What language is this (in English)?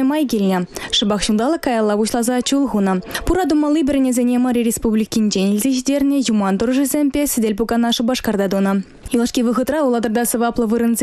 Chuvash